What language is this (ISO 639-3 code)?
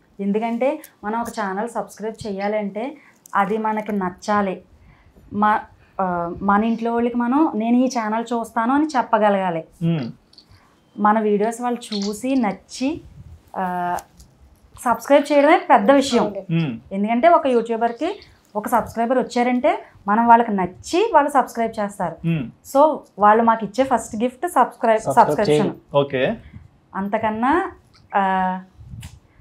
tel